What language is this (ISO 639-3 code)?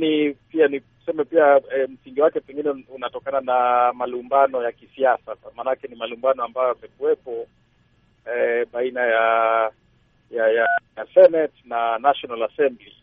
swa